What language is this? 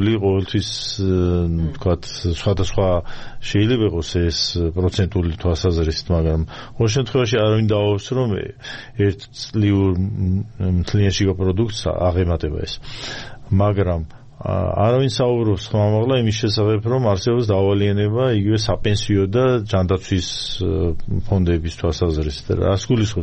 Georgian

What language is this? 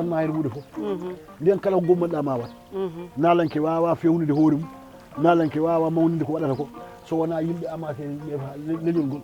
Fula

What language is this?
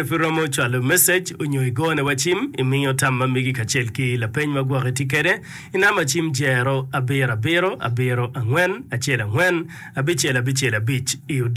Acoli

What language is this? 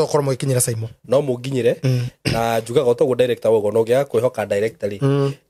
Kikuyu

